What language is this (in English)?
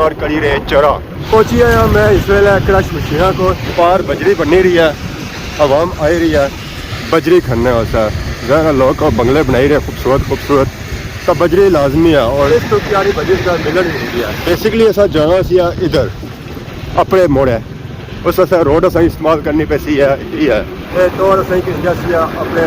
Pahari-Potwari